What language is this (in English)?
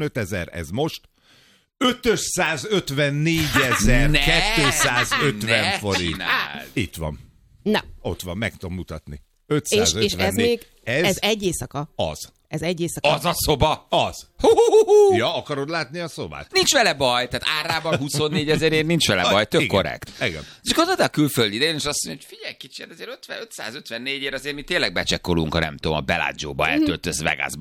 Hungarian